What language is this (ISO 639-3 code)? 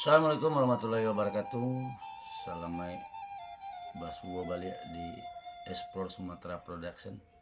min